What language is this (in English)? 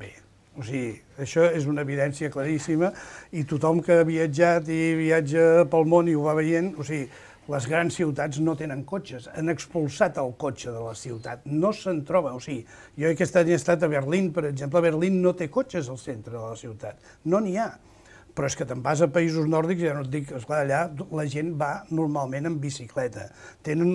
Catalan